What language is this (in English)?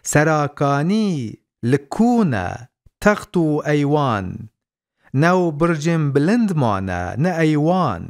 Kurdish